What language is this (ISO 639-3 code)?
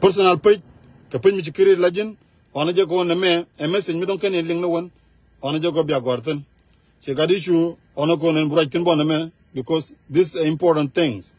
nus